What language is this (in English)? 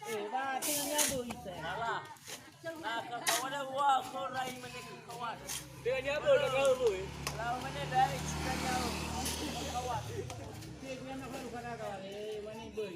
Nias